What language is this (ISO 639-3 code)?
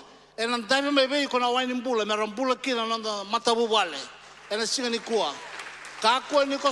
fij